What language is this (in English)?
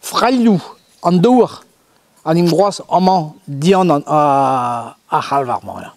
Breton